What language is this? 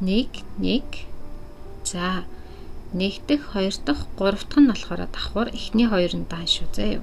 Mongolian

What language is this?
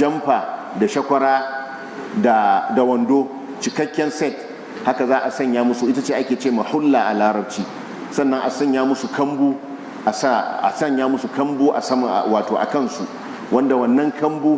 Hausa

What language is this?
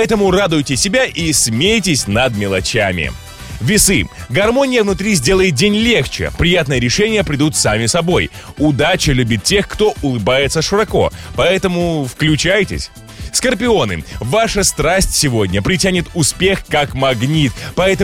Russian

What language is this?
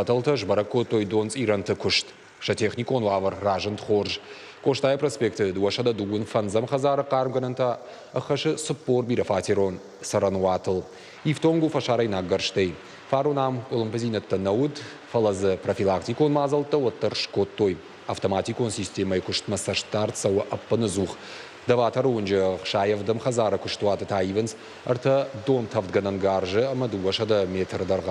Ossetic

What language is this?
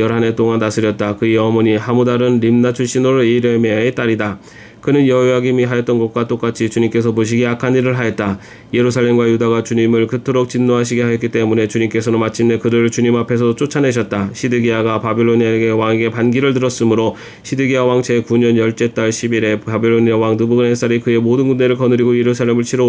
Korean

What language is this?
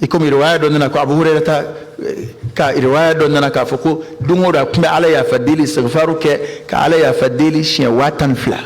Bambara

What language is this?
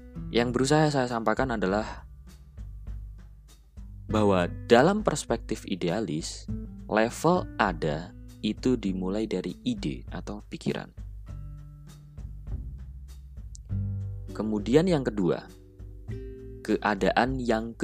Indonesian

